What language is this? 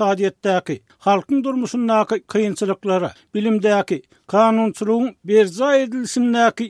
Turkmen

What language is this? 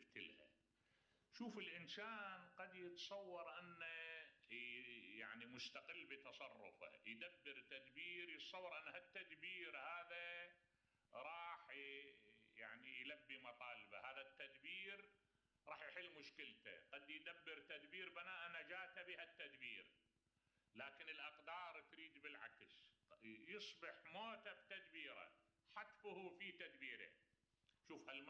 Mesopotamian Arabic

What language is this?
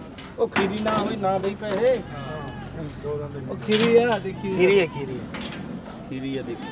Punjabi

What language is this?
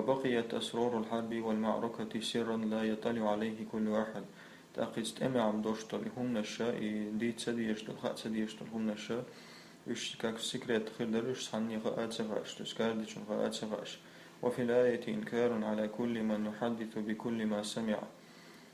Chechen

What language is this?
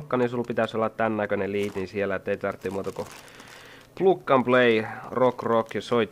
Finnish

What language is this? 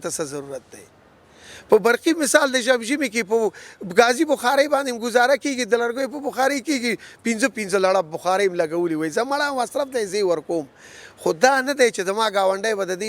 Pashto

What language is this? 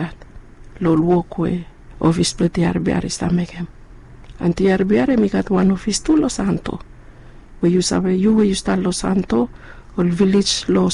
Bislama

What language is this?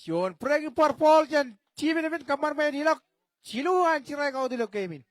Marshallese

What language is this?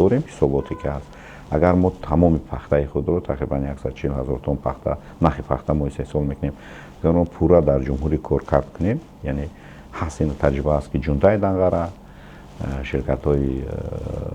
Tajik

